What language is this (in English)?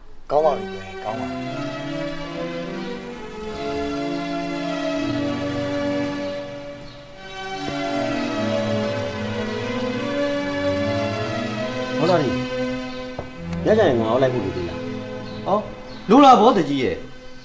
Burmese